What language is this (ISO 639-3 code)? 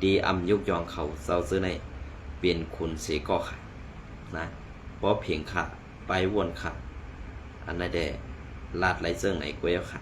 shn